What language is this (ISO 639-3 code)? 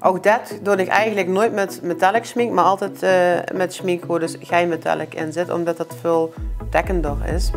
lim